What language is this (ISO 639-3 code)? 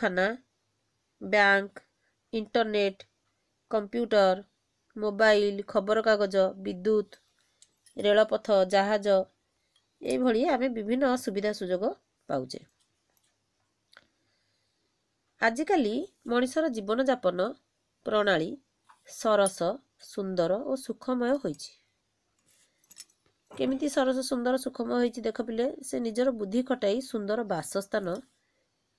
ori